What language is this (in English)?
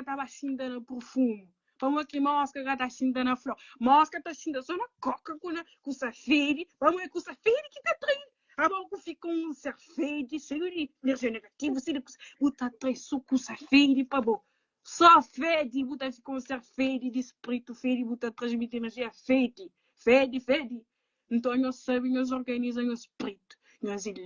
Kabuverdianu